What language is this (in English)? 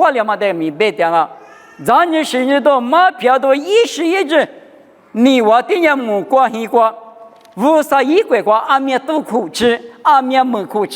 Lisu